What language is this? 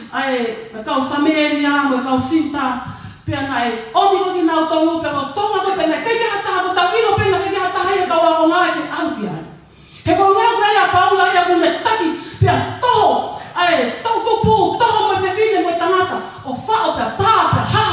Tongan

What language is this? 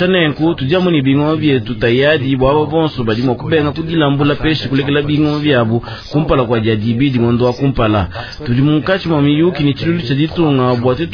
Luba-Lulua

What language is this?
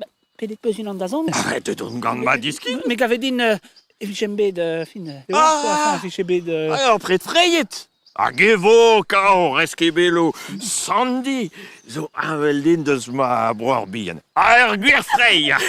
Breton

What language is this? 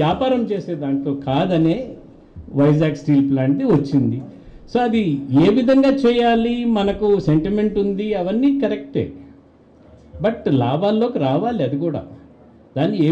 Telugu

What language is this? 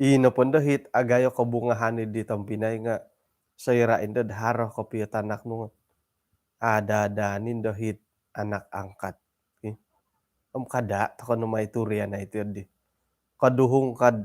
Central Dusun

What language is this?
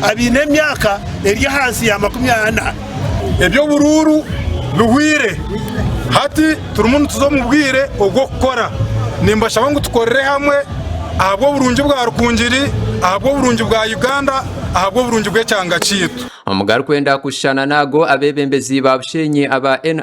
Nyankole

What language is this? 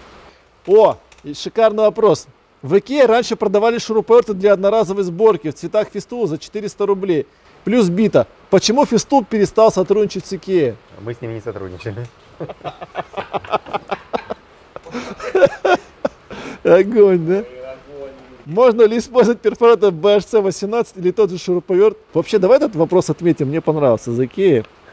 Russian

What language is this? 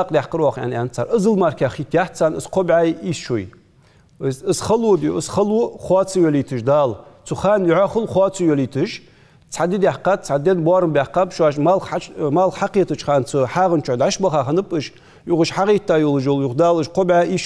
Ingush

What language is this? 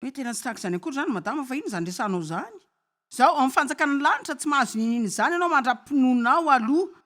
Malagasy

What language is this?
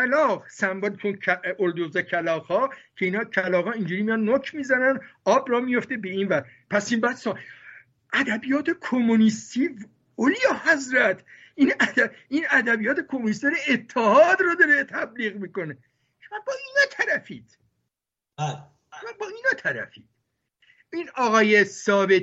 Persian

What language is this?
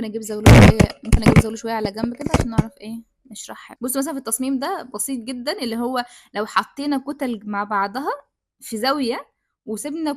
Egyptian Arabic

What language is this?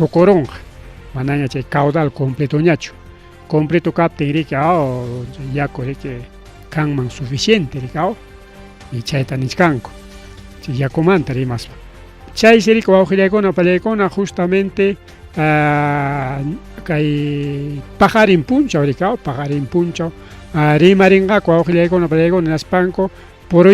Ayacucho Quechua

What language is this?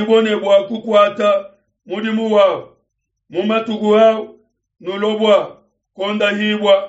Luba-Lulua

